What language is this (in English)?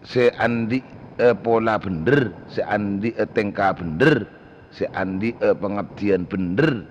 Madurese